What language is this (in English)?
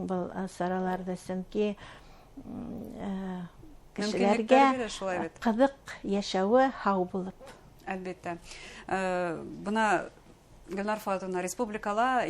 Bashkir